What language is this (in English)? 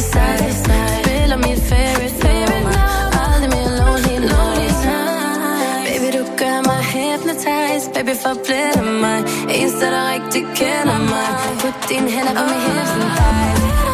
Danish